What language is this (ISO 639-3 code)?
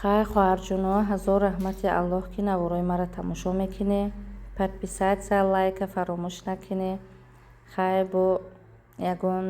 tgk